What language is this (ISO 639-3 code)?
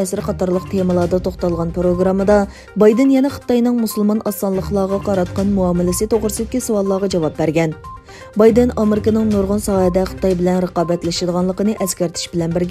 uig